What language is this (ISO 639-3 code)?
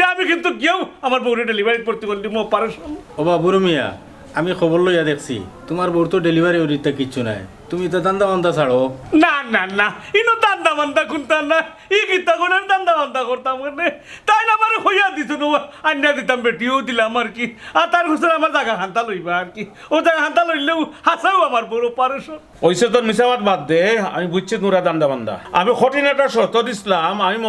syl